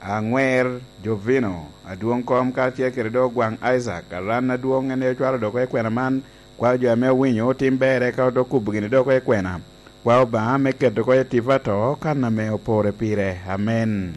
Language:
Lango (Uganda)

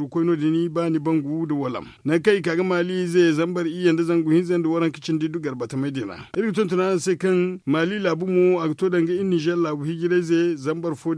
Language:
Zarma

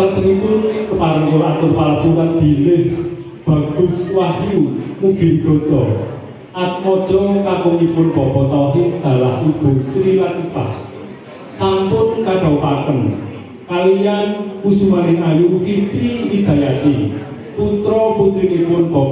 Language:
Javanese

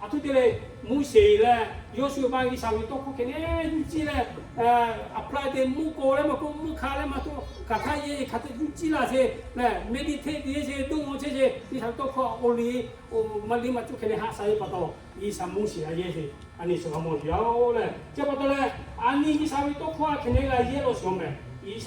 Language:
Lahu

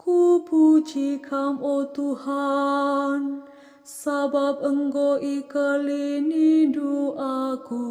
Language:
Batak Karo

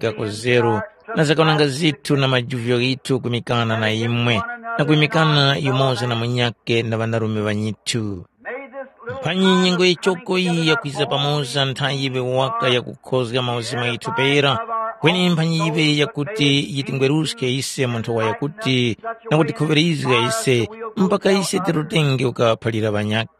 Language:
Tumbuka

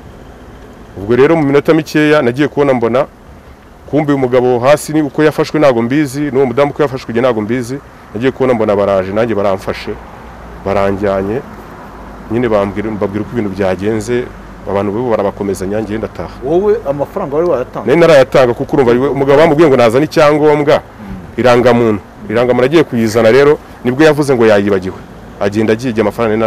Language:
Kinyarwanda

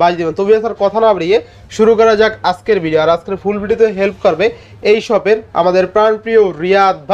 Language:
Bangla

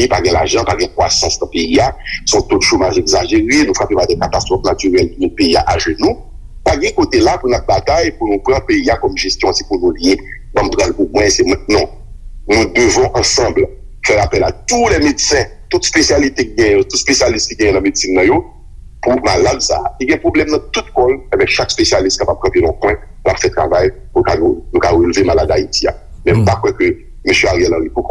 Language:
Haitian Creole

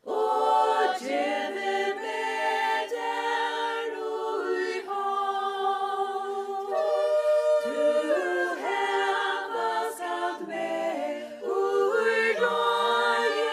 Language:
Faroese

